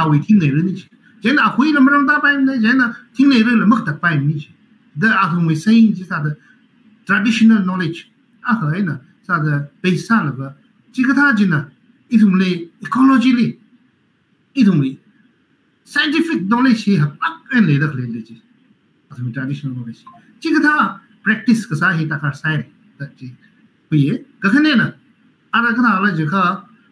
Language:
Tangkhul Naga (India)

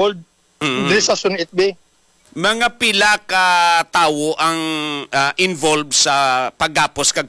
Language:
Hiligaynon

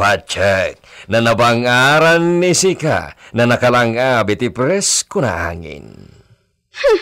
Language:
Iloko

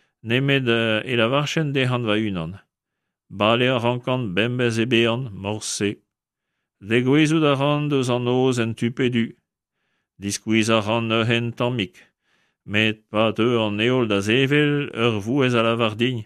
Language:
Breton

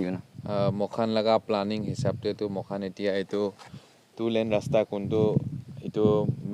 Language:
Naga Pidgin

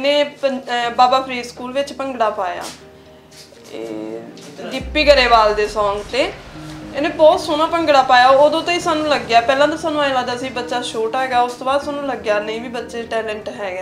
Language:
Punjabi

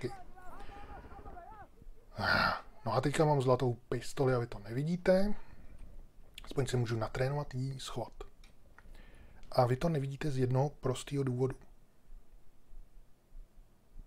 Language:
Czech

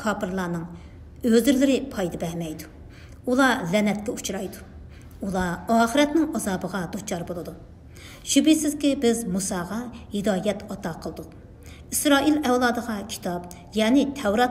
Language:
Uyghur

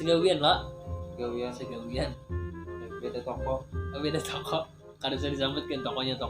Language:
Banjar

